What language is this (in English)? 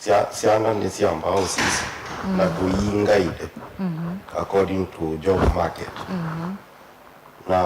Kamba